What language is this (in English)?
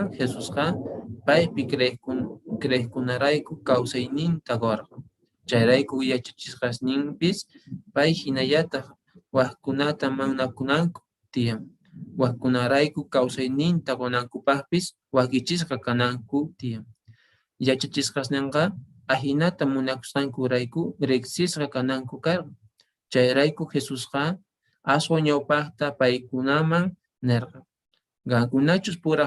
Quechua